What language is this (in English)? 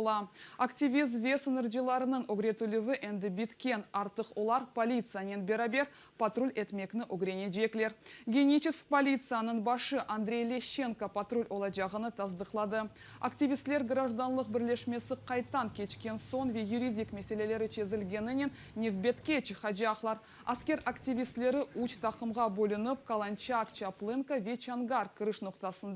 Crimean Tatar